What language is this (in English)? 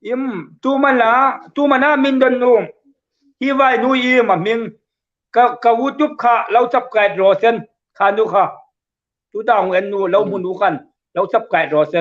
Hmar